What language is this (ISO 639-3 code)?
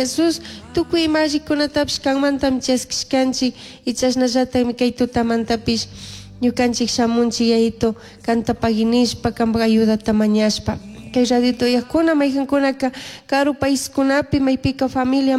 qug